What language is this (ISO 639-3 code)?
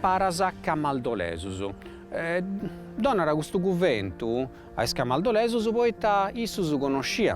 srd